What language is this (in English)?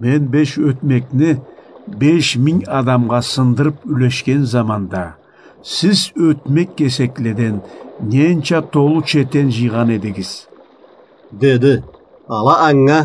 Karachay-Balkar